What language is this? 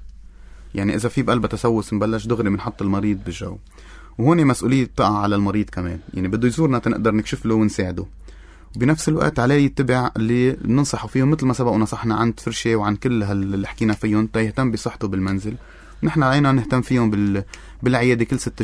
North Levantine Arabic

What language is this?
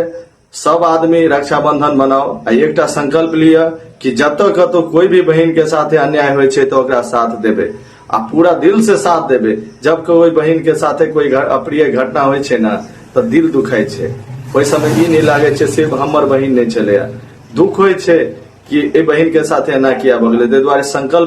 Maithili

